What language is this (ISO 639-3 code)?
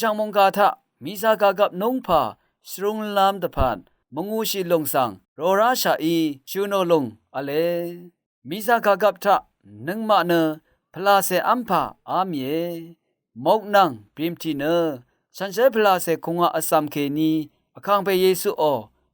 raw